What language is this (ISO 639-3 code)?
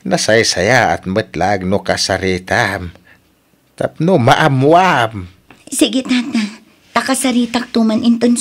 ilo